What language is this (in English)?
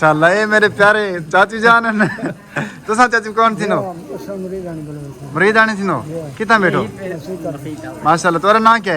Saraiki